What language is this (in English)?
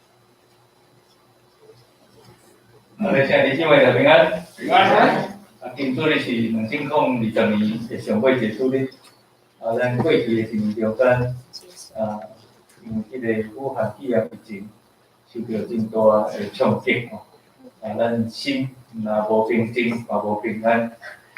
Min Nan Chinese